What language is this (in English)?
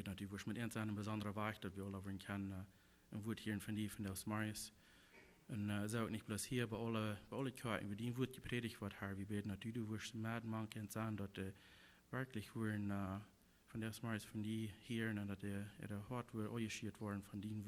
Plautdietsch